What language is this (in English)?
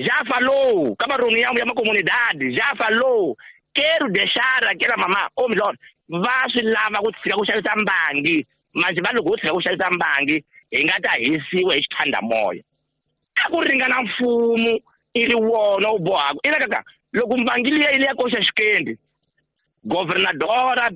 Tsonga